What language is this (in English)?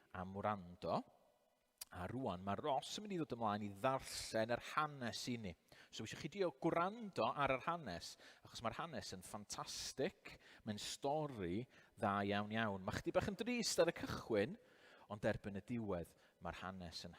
Welsh